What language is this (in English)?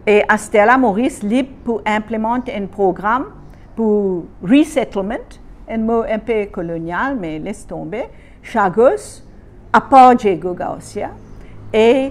Morisyen